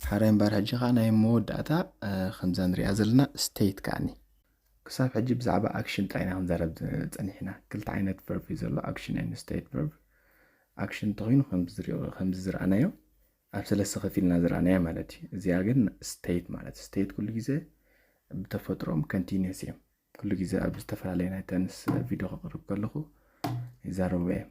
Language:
Tigrinya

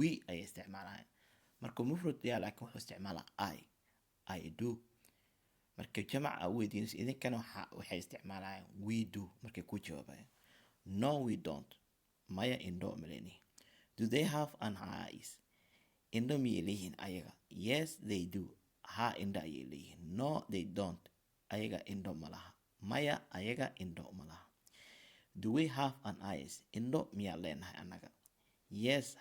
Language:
Somali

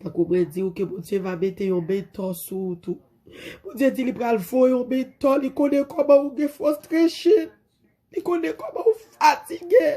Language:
Haitian Creole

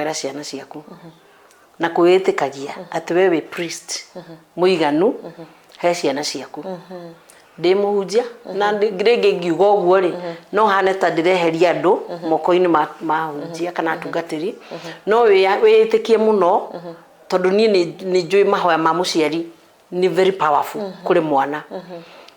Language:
Kikuyu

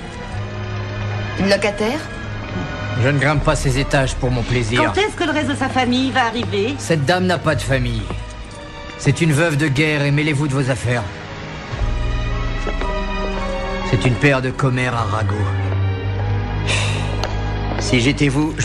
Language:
French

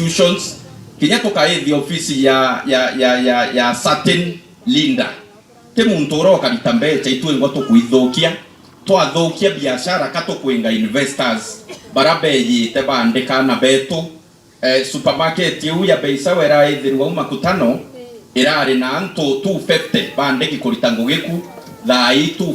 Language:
Meru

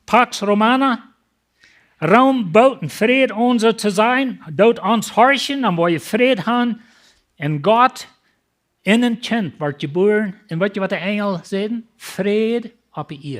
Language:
Plautdietsch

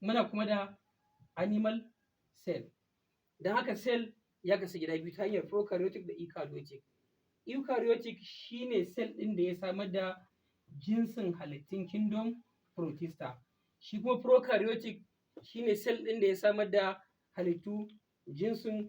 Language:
Hausa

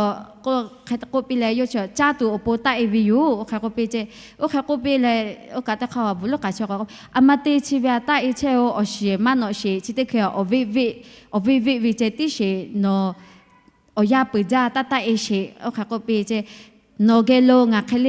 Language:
Lahu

